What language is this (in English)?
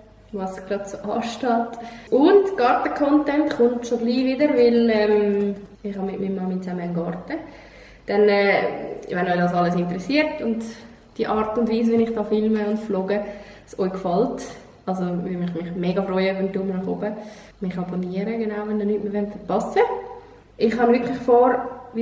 Swiss German